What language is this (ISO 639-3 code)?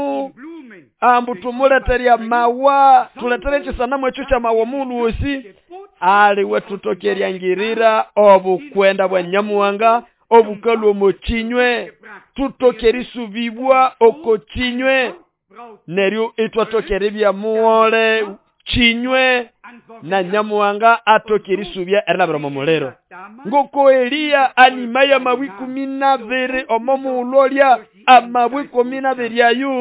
nnb